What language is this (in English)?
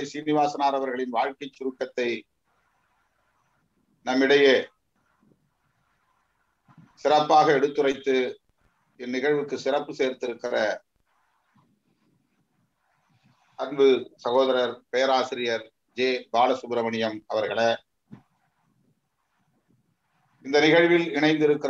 Tamil